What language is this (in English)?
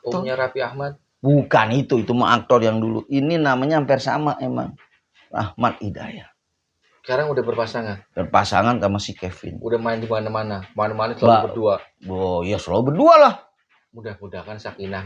Betawi